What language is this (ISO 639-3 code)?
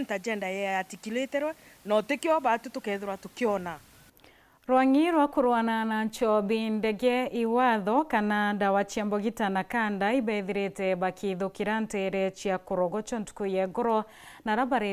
mer